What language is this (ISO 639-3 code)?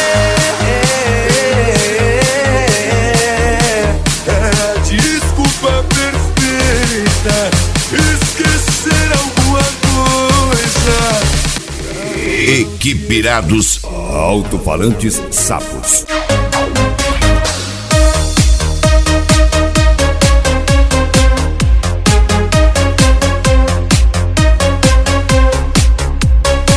por